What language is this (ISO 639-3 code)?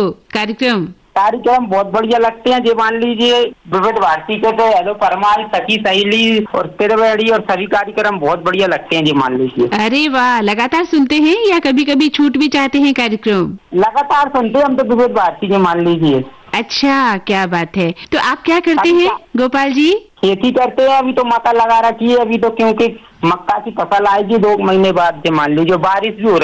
hin